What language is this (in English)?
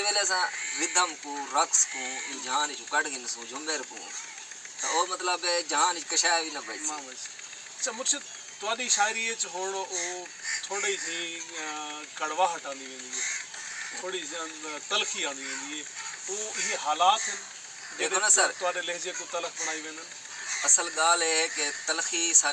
Saraiki